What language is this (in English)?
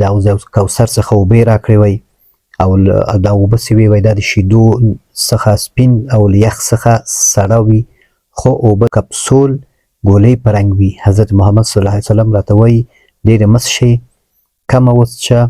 Pashto